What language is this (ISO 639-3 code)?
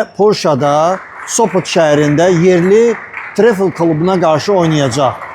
aze